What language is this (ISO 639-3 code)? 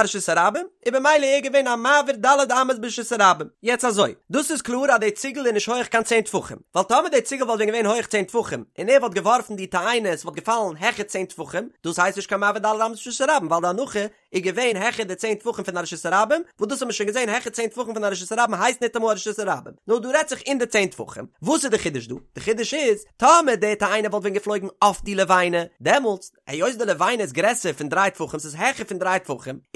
yid